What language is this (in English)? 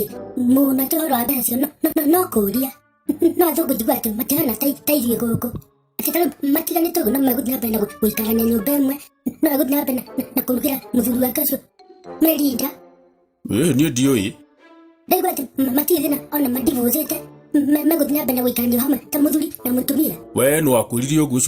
Kikuyu